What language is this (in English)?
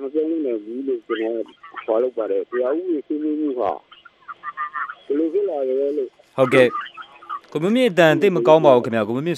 Burmese